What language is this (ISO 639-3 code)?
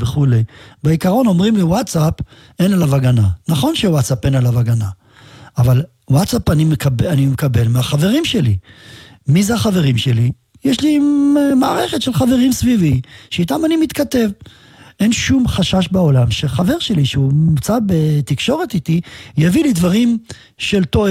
heb